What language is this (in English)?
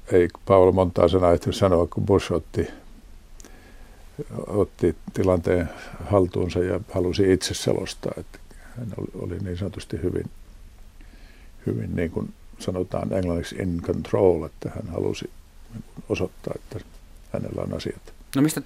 Finnish